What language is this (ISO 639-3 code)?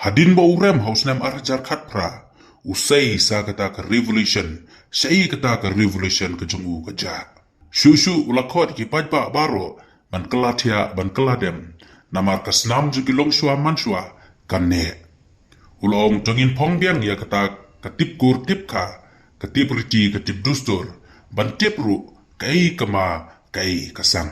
kha